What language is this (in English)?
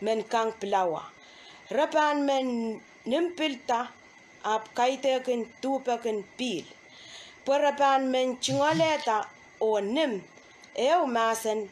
Pohnpeian